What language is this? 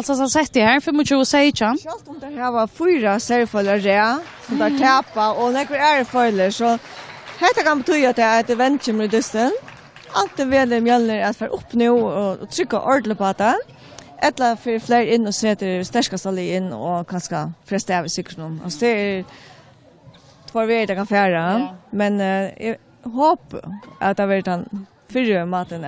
Faroese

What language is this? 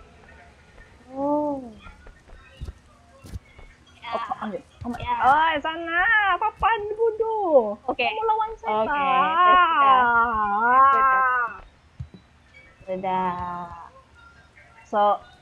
Indonesian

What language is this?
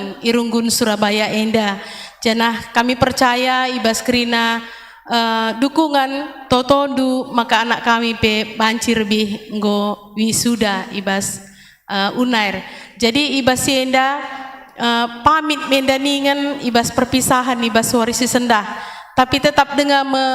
Batak Karo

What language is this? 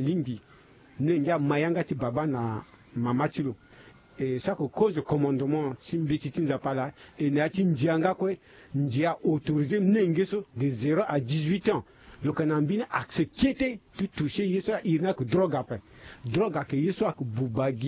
Sango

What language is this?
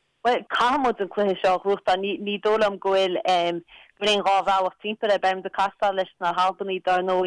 Irish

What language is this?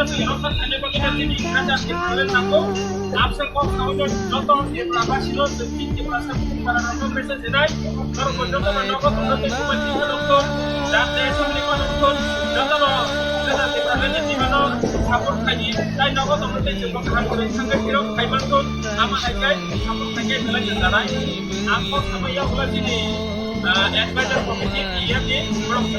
Kok Borok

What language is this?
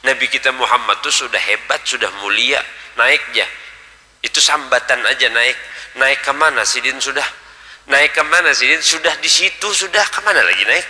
Banjar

